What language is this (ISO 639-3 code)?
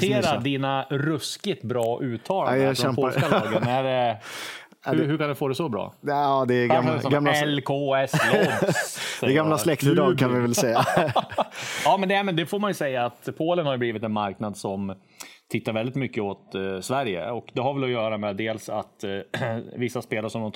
swe